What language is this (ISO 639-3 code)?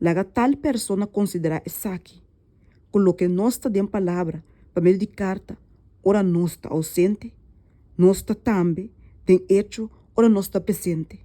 pap